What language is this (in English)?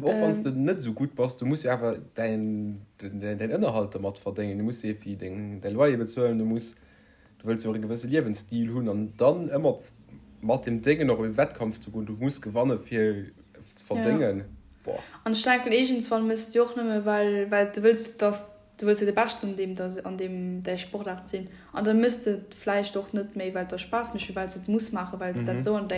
Luxembourgish